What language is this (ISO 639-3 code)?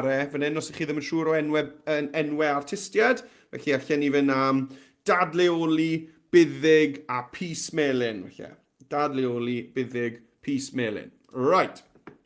cym